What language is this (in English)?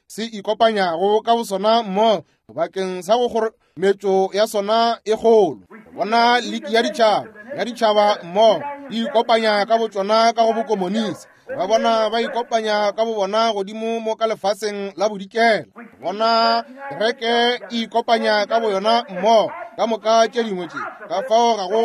Northern Sotho